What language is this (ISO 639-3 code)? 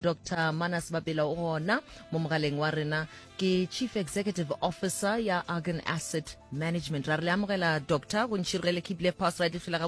nso